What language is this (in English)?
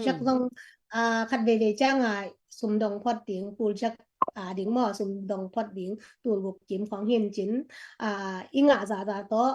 Tedim Chin